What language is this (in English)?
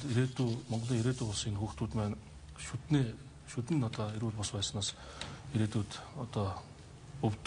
Mongolian